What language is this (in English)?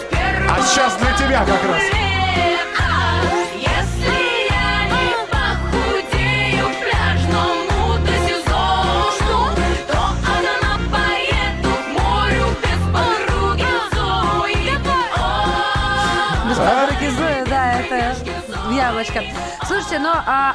Russian